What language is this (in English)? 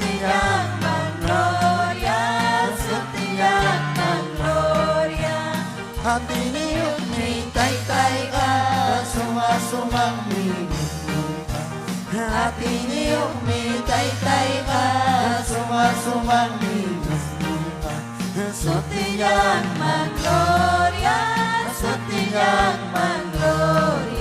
Ayacucho Quechua